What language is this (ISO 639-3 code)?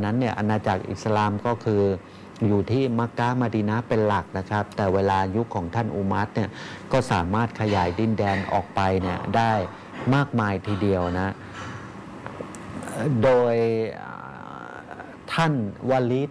tha